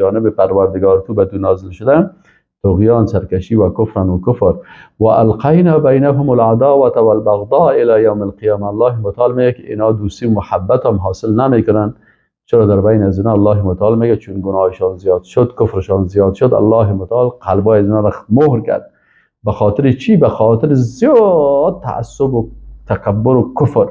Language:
Persian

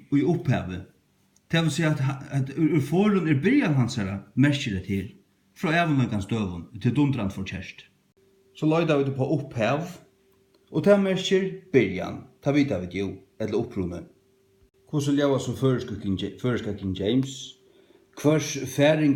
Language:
Faroese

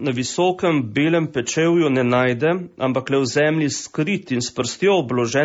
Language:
Slovenian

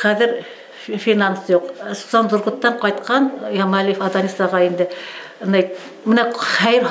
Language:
Bashkir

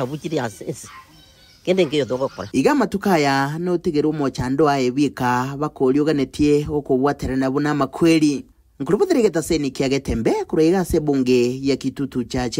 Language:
Gusii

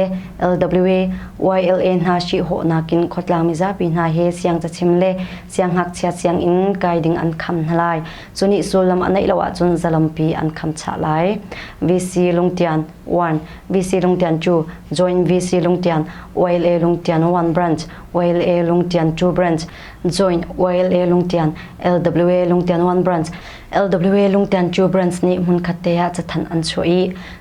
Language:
Hakha Chin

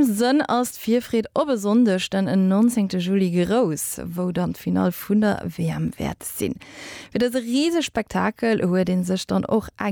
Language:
Luxembourgish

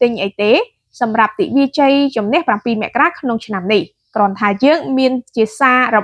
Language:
Khmer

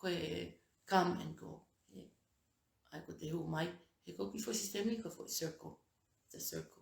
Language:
Tongan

